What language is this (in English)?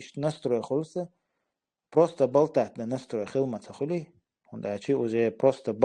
Chechen